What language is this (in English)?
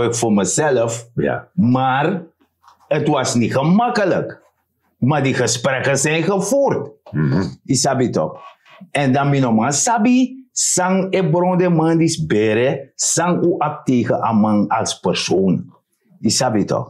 Sranan Tongo